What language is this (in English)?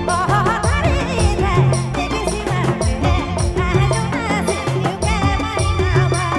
Sadri